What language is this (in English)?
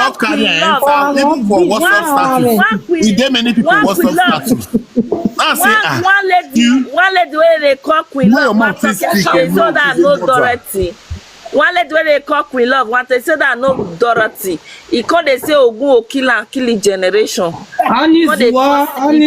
Nigerian Pidgin